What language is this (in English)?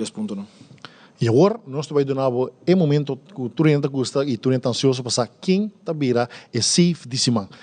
Papiamento